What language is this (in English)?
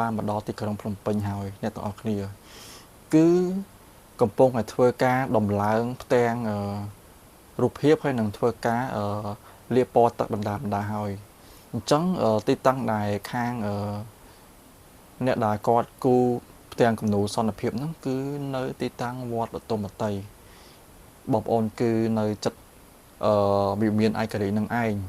Khmer